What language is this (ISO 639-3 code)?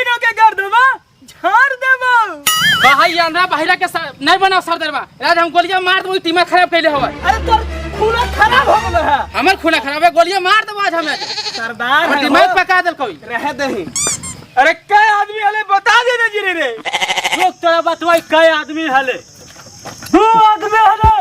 mag